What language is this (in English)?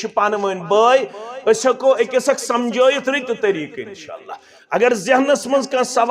Kashmiri